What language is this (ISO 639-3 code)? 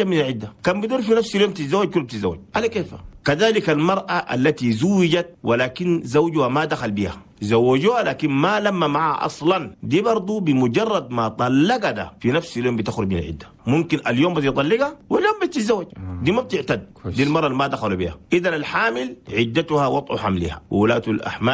shu